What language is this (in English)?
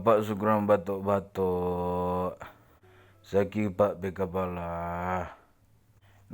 Manado Malay